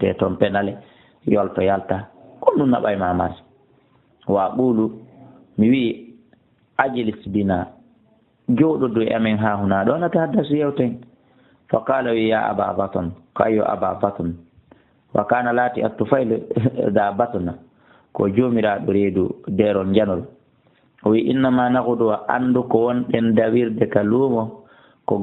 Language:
Fula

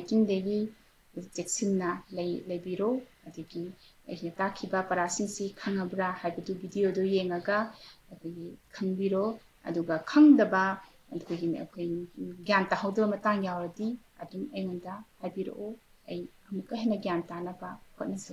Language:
Manipuri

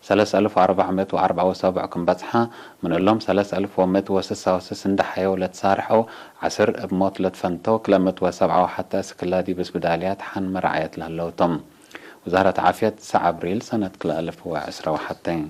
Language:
Tigre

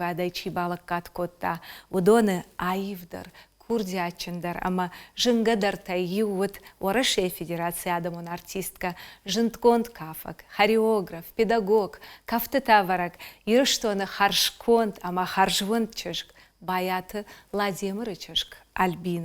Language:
Ossetic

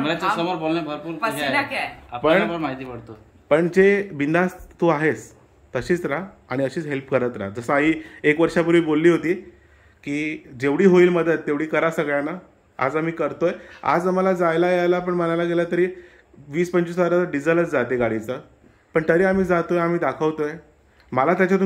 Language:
Marathi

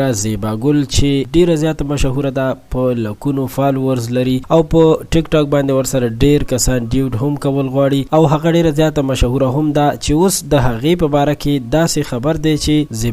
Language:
Pashto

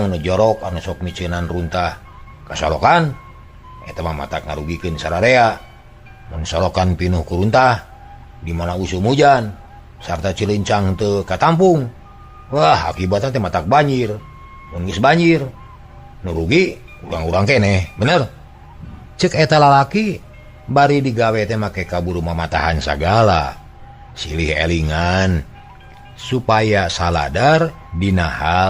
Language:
Sundanese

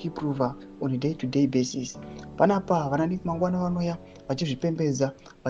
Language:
Shona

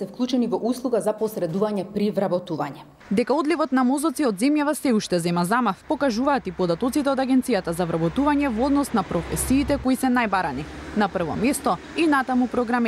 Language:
Macedonian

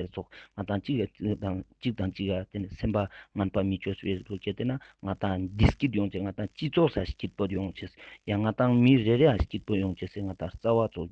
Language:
Ladakhi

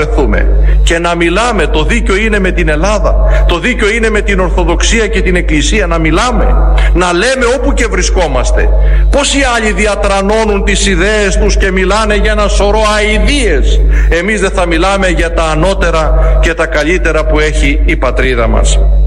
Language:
Greek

